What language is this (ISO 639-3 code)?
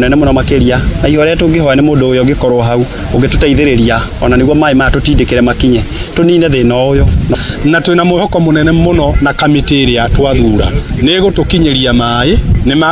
kik